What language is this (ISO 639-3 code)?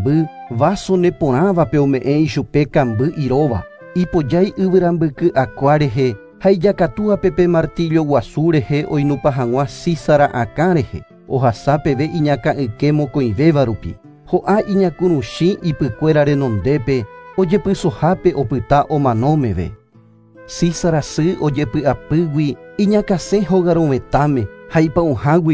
grn